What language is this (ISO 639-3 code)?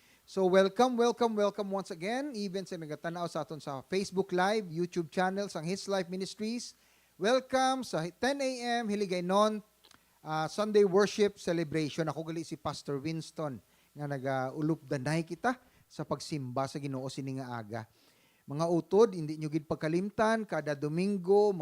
hil